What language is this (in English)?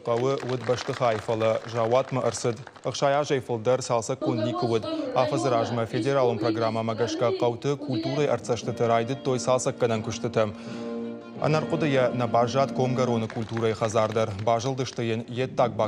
Ossetic